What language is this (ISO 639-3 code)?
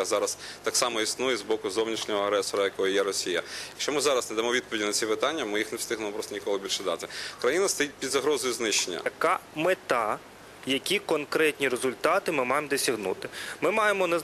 ukr